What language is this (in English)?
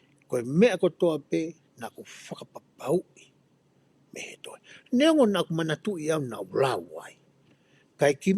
Tongan